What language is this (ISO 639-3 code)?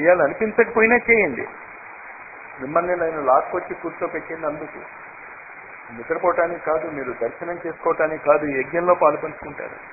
tel